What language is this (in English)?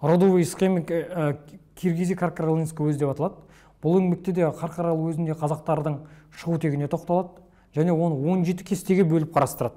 Kazakh